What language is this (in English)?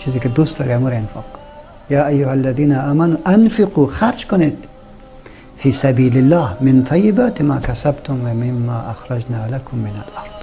Persian